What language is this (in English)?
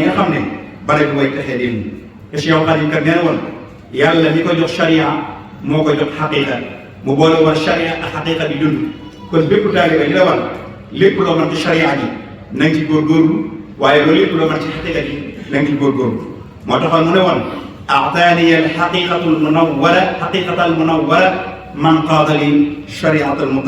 Wolof